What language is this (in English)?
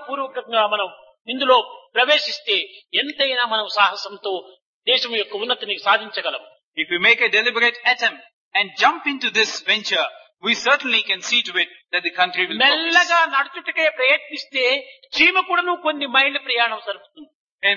Telugu